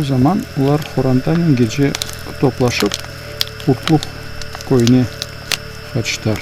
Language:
Crimean Tatar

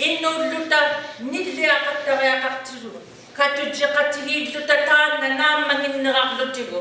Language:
Inuktitut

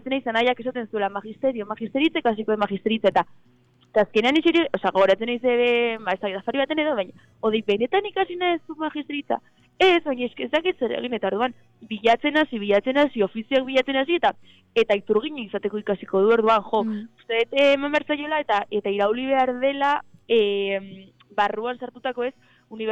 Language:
Basque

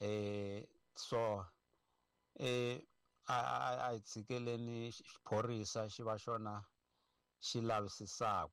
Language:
Tsonga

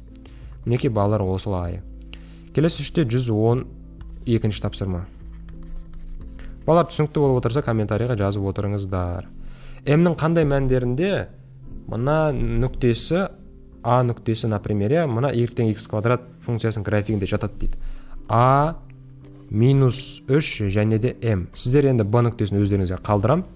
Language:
Kazakh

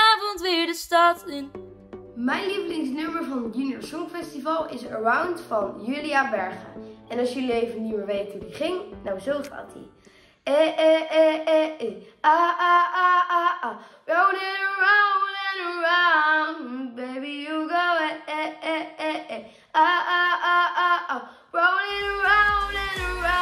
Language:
Dutch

